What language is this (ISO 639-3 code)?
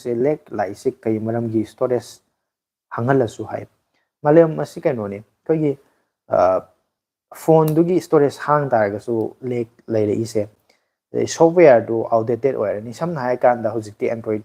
mni